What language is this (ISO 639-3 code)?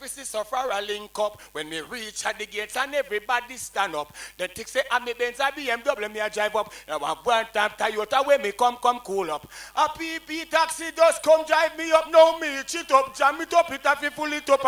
jam